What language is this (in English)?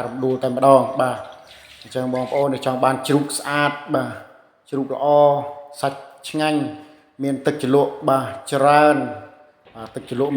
Khmer